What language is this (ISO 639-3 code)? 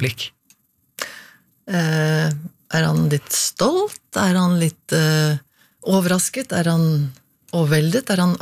nor